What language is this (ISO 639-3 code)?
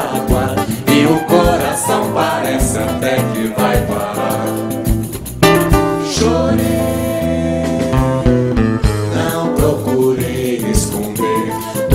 por